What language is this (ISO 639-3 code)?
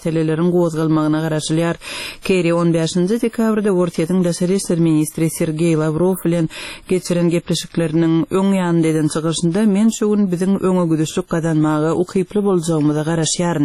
tuk